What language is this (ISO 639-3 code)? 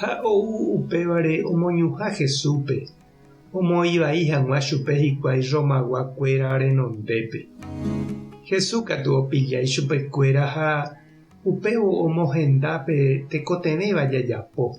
grn